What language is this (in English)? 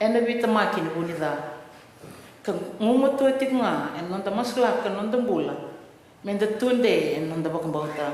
Fijian